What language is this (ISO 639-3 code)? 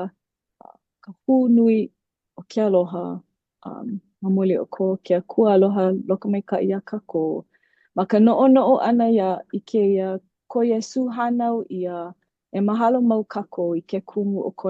haw